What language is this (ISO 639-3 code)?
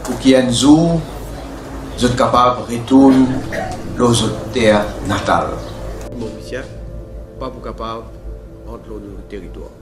mfe